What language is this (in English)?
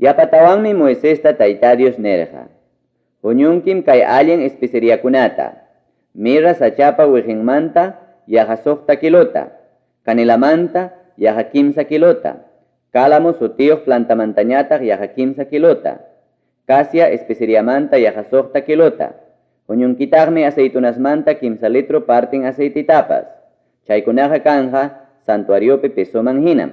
Ayacucho Quechua